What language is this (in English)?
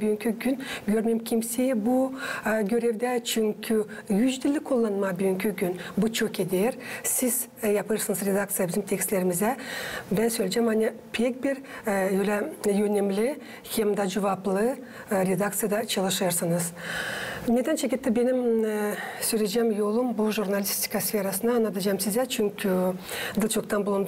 Gagauz